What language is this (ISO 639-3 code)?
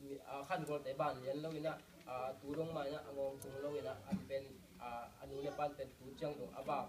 ctd